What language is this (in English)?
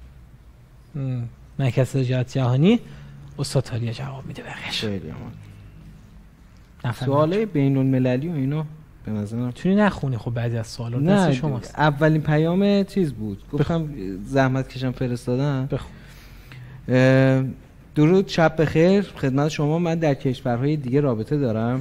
Persian